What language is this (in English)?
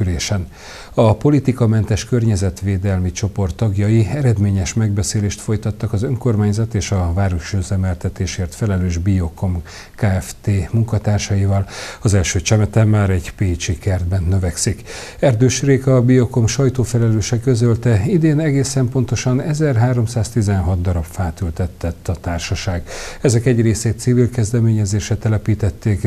Hungarian